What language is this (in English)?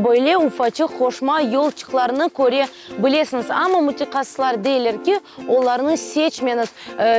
Crimean Tatar